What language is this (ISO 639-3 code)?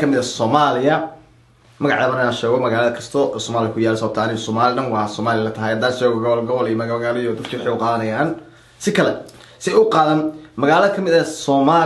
som